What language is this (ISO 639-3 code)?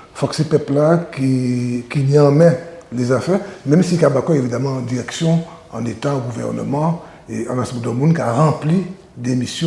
gcf